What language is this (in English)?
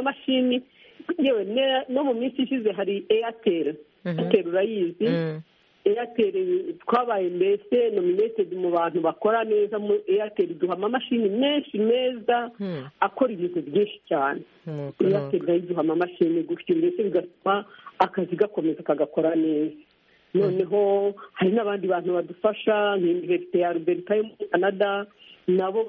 Kinyarwanda